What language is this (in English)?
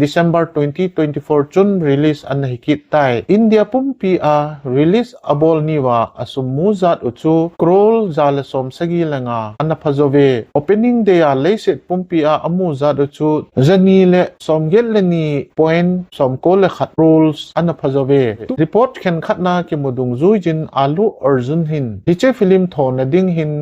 Thado Chin